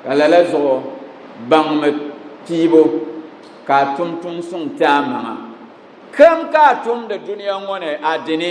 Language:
Dagbani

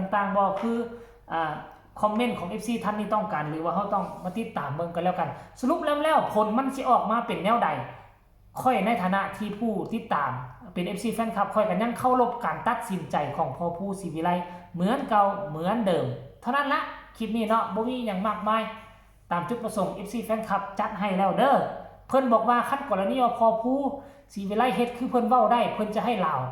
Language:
Northeastern Thai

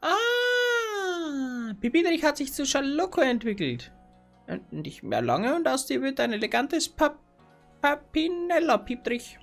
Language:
Bavarian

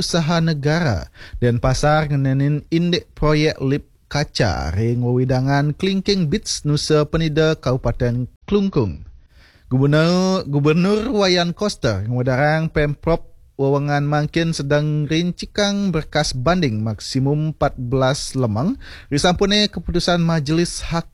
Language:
Balinese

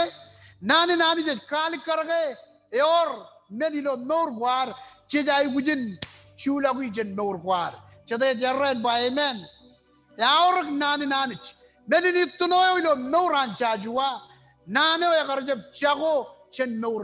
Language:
Marshallese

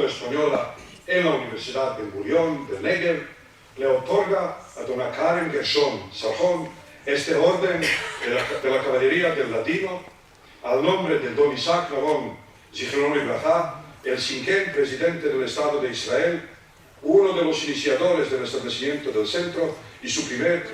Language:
Ladino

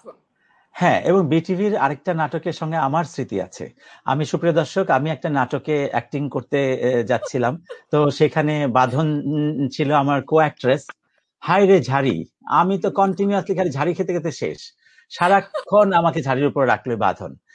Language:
Bangla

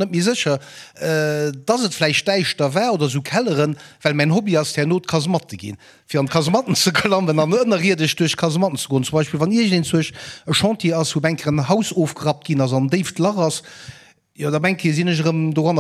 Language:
Luxembourgish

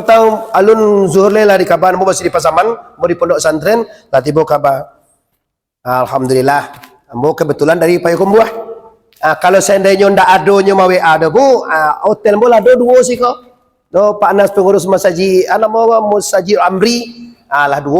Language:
Minangkabau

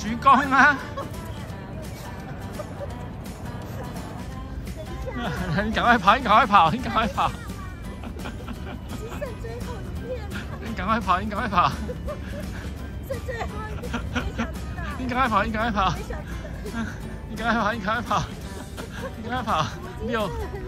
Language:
Chinese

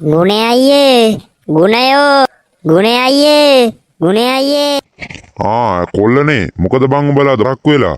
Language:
Sinhala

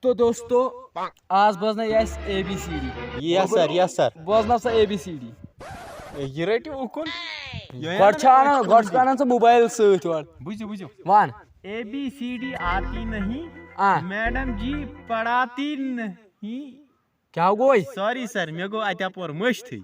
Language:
Kashmiri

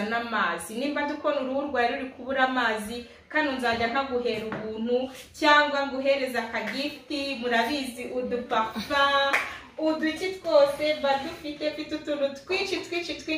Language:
Kinyarwanda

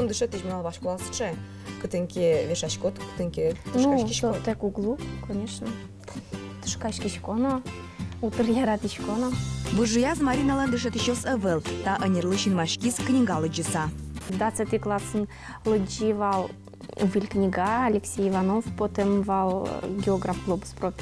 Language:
Udmurt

